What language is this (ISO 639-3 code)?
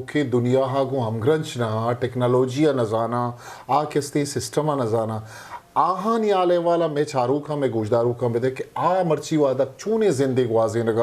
bgp